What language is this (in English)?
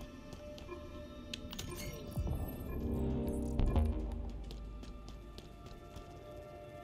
French